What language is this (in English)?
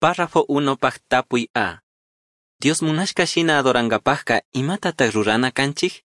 Chimborazo Highland Quichua